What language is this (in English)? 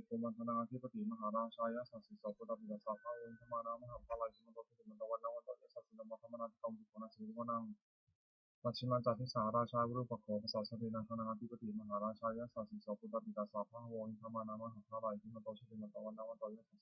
Pali